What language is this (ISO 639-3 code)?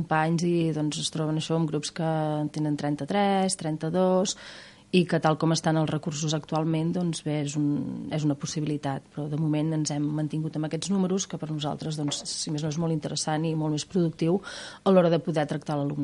cat